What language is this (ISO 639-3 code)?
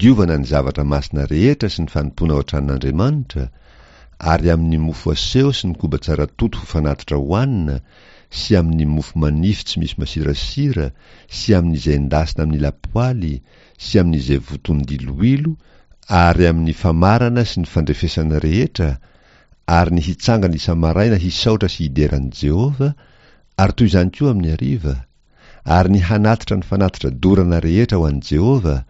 mlg